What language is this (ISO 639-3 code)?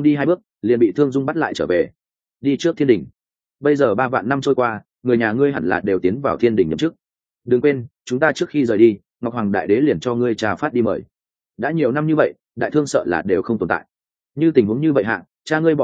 vie